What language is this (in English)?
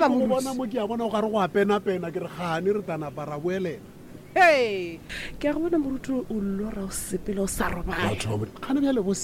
Northern Sotho